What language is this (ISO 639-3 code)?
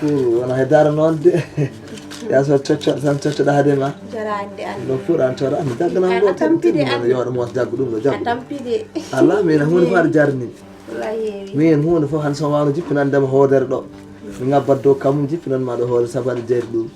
ful